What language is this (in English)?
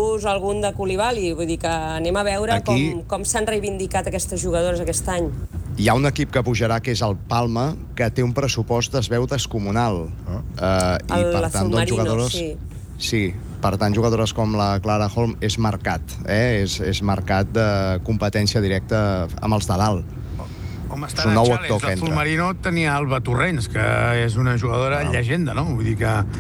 Catalan